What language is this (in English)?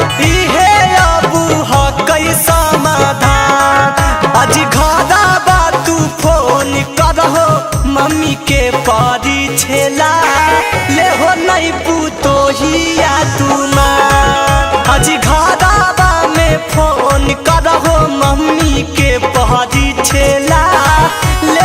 Magahi